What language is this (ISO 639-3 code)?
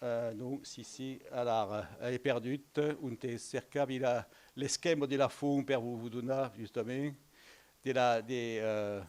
oci